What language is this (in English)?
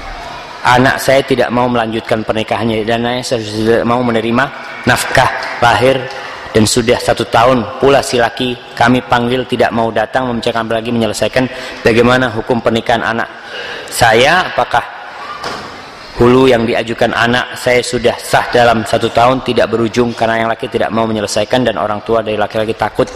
Indonesian